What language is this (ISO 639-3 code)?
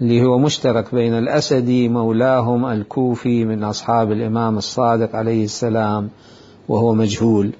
acm